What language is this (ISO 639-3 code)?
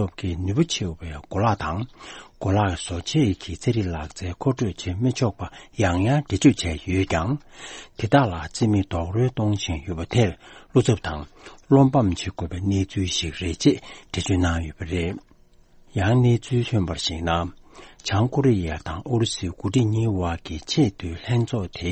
bod